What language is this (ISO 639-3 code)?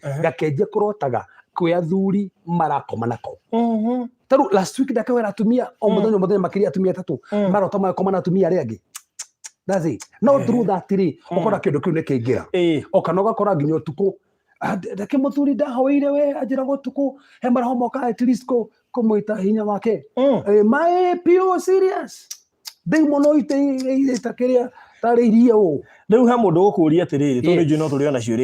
kik